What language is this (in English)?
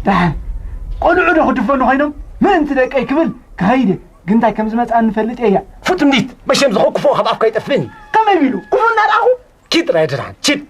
Tigrinya